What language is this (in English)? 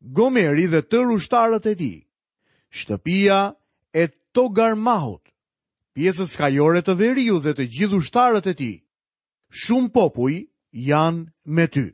Albanian